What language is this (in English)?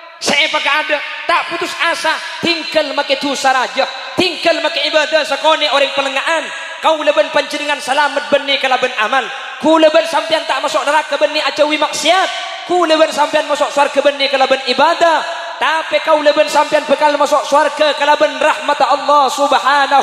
Madurese